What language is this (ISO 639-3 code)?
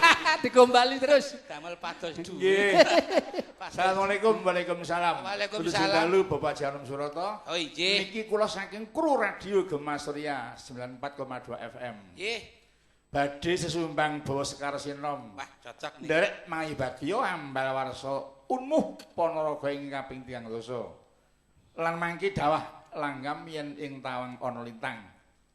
jav